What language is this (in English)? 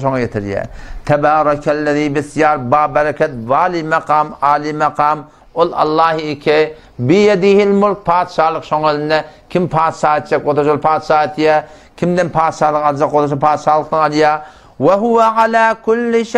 Turkmen